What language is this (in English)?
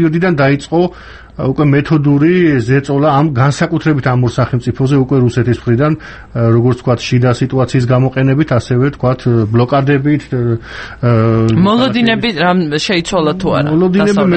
Georgian